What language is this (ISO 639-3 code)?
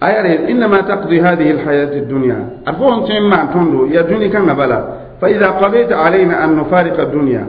mos